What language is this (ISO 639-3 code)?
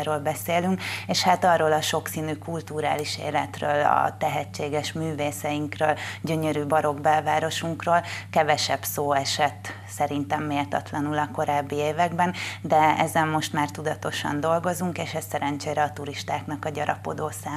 hun